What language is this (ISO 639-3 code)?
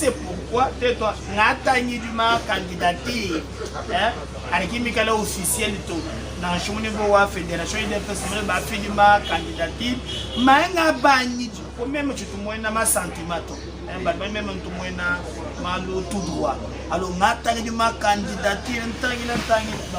lua